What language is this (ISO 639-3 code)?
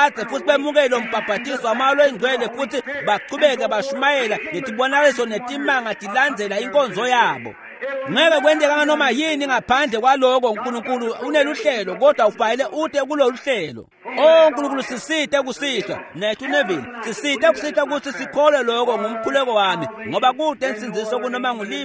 ssw